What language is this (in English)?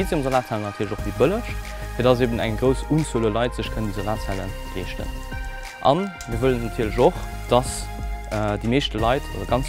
Luxembourgish